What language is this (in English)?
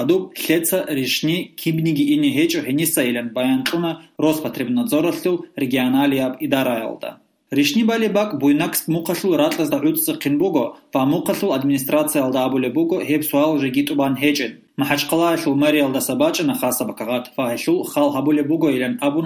Avaric